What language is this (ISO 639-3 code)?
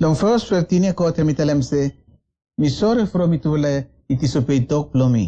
bis